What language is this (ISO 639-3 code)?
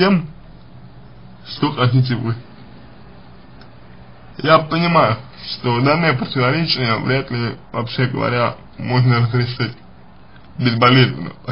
rus